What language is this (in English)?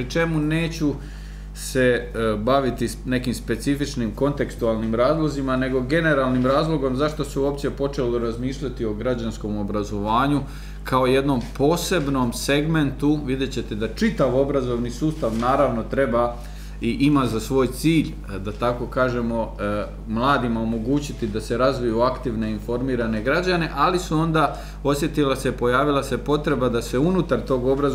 Croatian